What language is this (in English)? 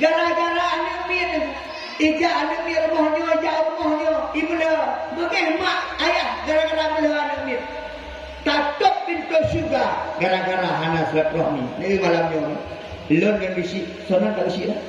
Achinese